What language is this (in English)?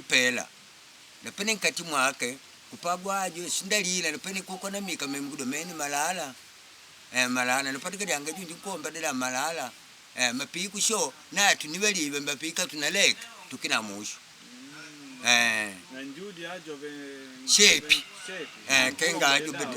Makonde